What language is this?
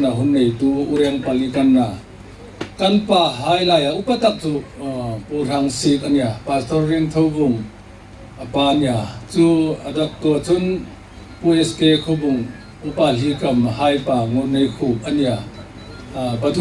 Hmar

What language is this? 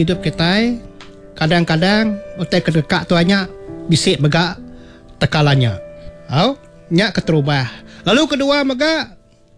Iban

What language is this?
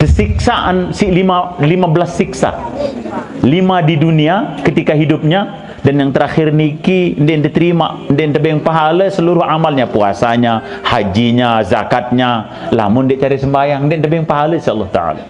Sasak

